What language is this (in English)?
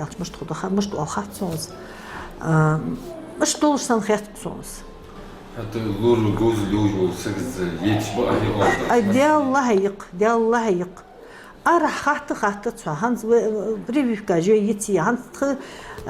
Ingush